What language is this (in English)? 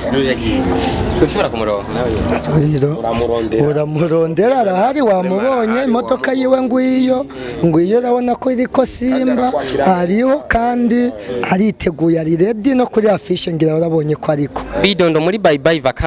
Rundi